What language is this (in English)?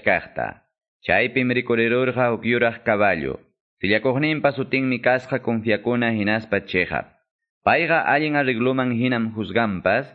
Quechua